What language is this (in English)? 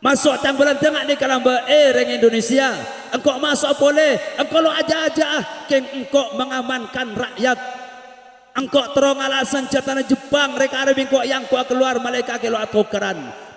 Madurese